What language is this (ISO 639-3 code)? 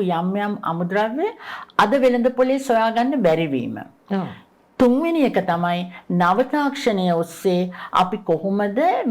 sin